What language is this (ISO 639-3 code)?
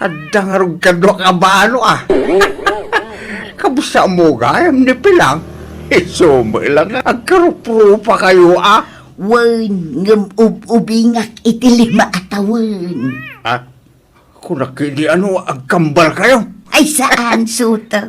ilo